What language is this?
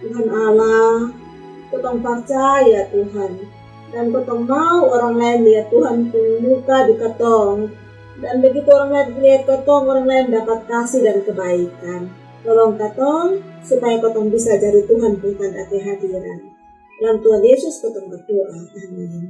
Kupang Malay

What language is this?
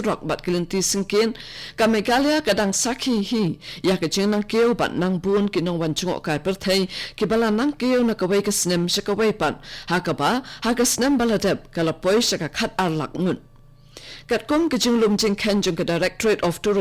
Khasi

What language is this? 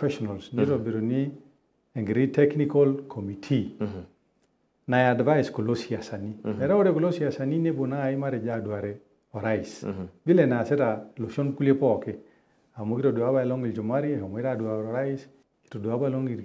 Masai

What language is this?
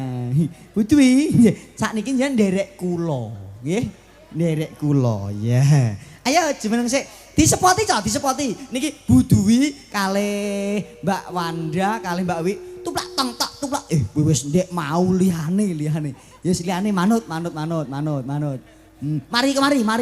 Javanese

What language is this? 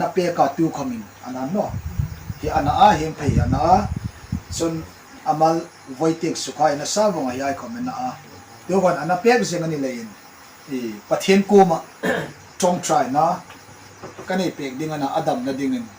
Hmar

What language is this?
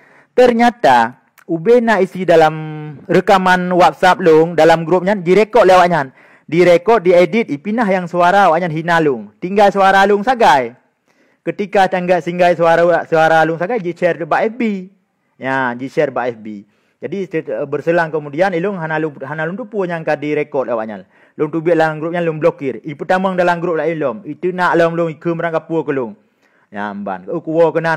Achinese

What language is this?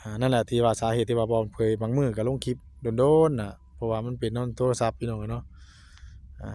Northeastern Thai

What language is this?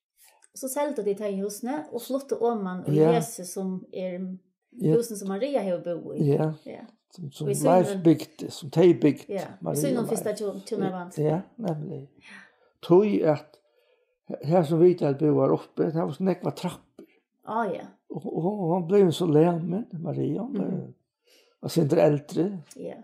Faroese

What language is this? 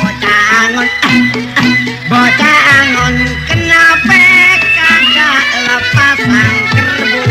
Betawi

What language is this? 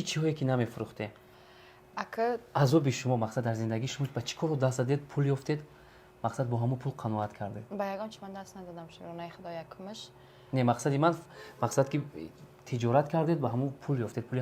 Tajik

